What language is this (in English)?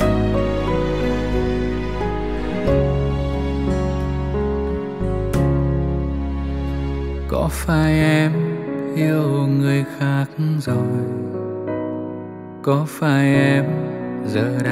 Vietnamese